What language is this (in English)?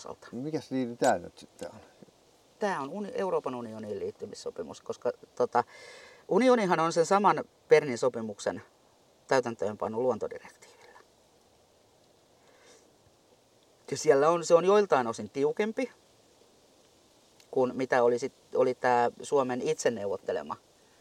Finnish